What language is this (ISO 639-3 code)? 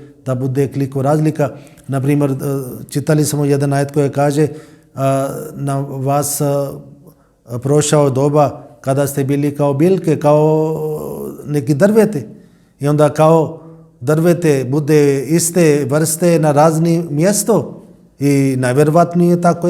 bos